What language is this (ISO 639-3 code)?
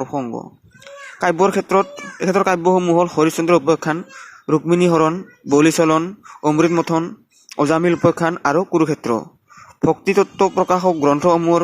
asm